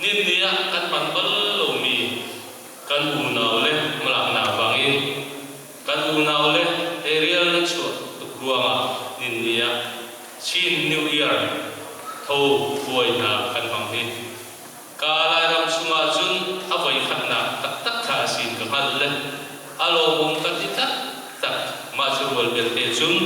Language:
Hakha Chin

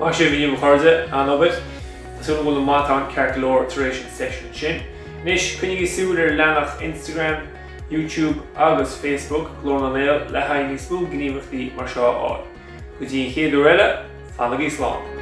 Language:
Irish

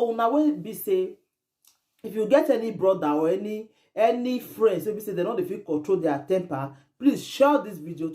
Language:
Nigerian Pidgin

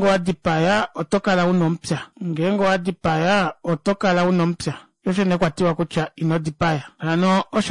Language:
Kuanyama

